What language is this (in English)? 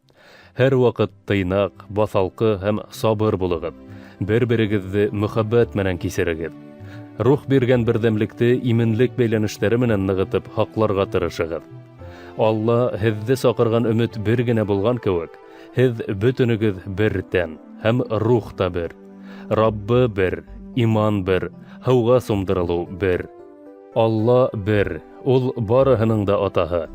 Bashkir